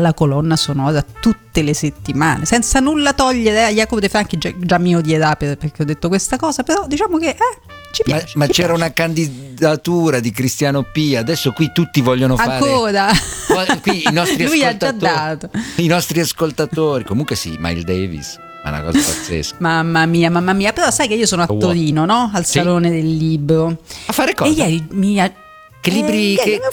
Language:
Italian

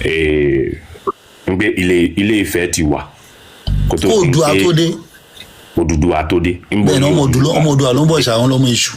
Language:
Yoruba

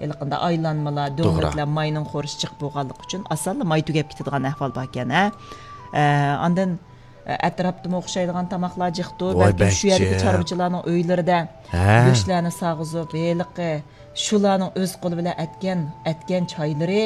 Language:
Uyghur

